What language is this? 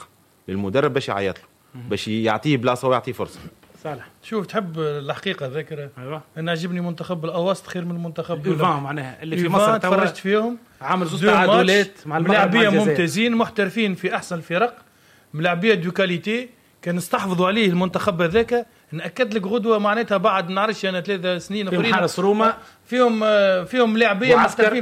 Tunisian Arabic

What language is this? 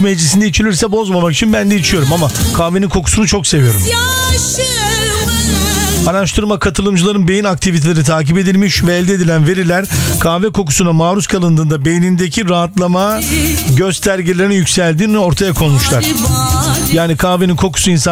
Turkish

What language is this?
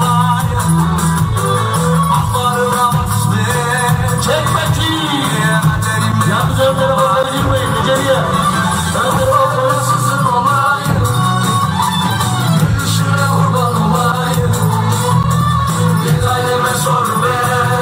Turkish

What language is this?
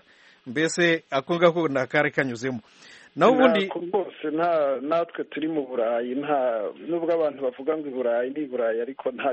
Kinyarwanda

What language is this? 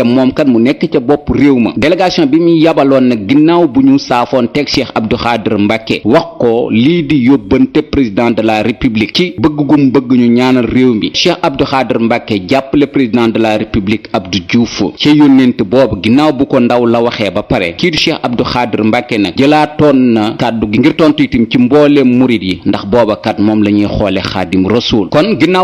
Wolof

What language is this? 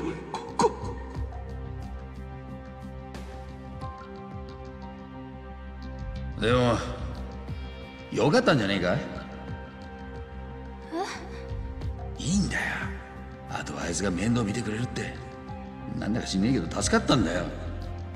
Japanese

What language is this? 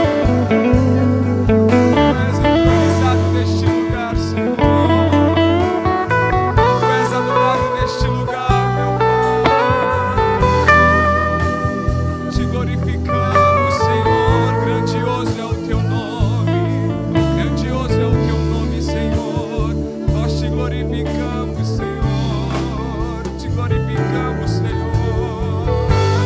Portuguese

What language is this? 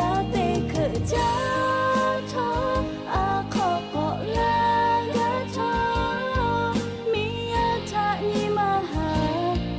Lahu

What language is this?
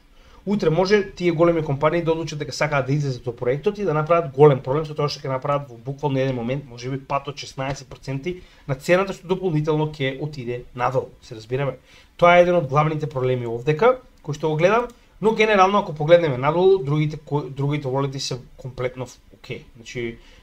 Macedonian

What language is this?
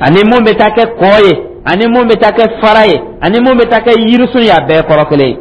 Dyula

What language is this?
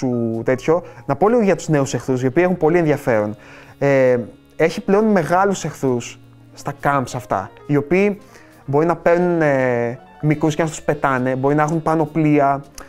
Greek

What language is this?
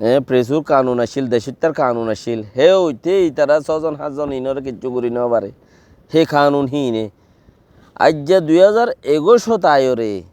Rohingya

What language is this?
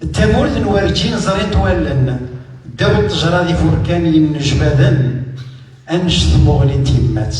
Kabyle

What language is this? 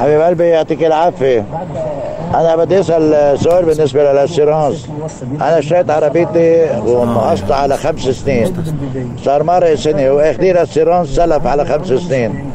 North Levantine Arabic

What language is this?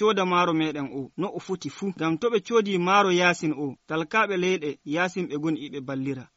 Nigerian Fulfulde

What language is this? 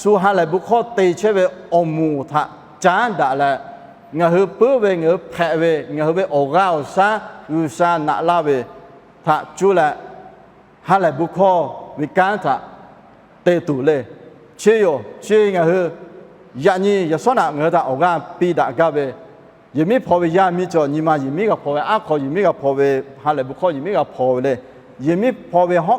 Lahu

